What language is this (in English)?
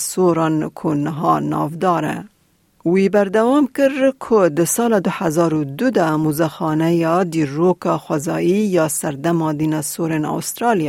Kurdish